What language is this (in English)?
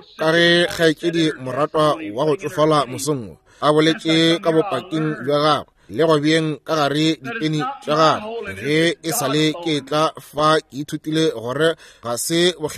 Northern Sotho